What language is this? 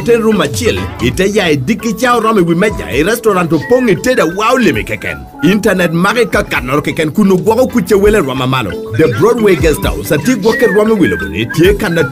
Lango (Uganda)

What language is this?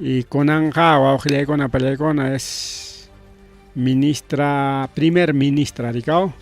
Ayacucho Quechua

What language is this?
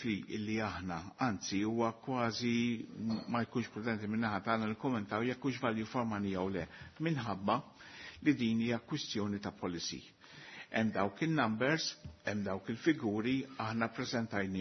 Maltese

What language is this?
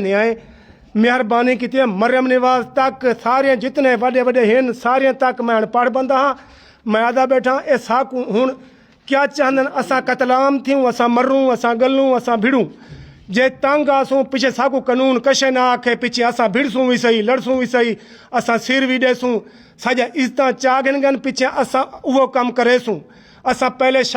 Saraiki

